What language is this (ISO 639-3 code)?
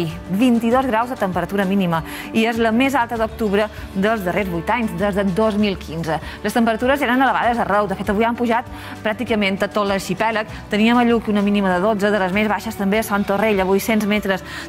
cat